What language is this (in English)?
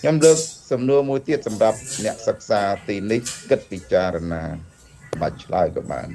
Khmer